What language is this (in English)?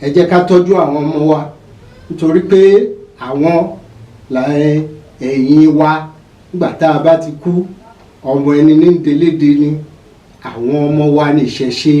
Yoruba